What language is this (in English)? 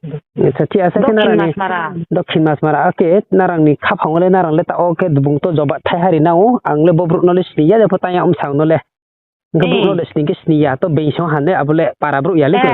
Riang (India)